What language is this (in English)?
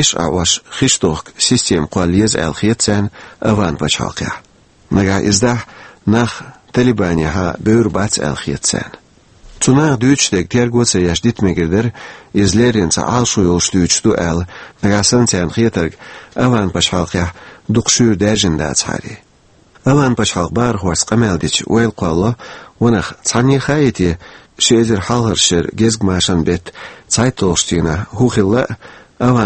Chechen